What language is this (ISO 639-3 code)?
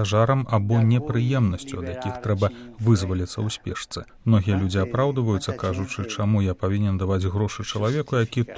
bel